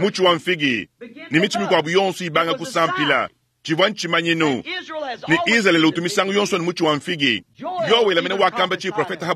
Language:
Luba-Lulua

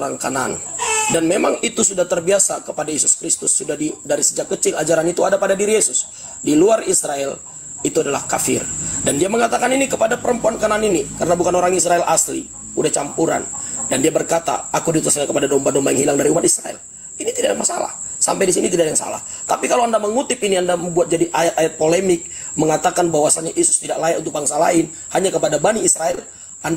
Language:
Indonesian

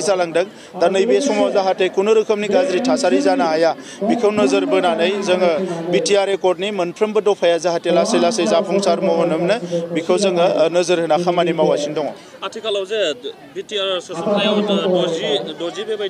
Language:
Bodo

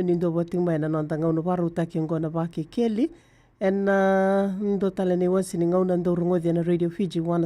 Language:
Fijian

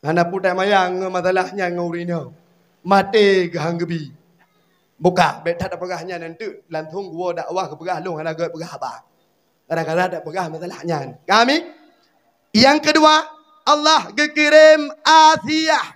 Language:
Achinese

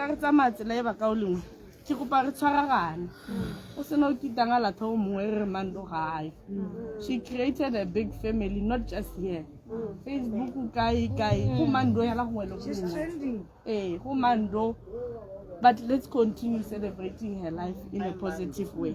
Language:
Tswana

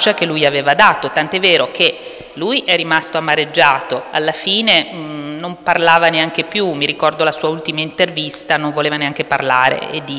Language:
Italian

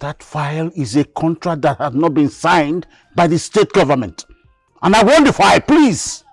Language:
Nigerian Pidgin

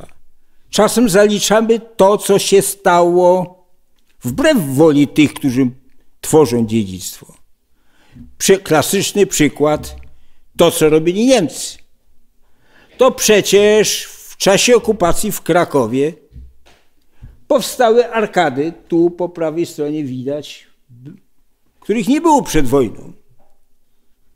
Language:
Polish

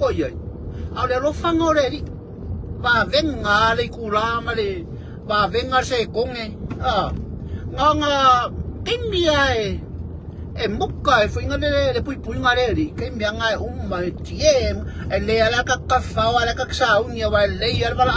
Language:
Samoan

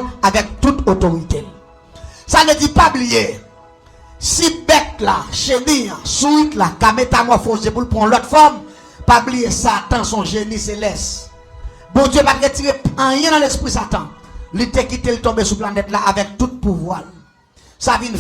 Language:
Haitian Creole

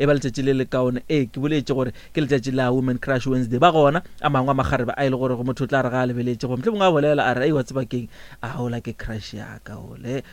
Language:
Northern Sotho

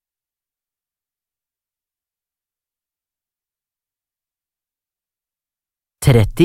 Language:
Norwegian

